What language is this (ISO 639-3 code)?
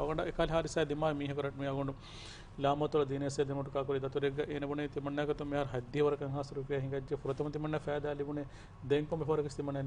div